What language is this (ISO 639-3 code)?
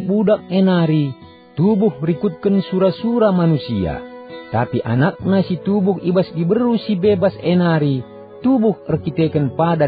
btx